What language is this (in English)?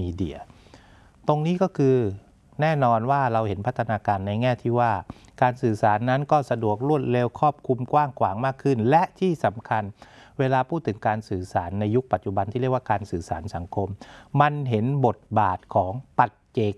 Thai